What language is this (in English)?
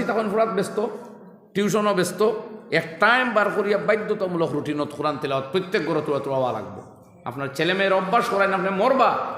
Sylheti